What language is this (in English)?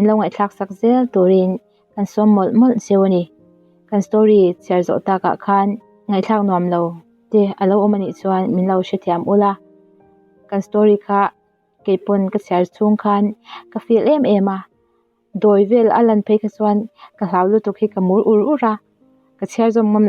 Mizo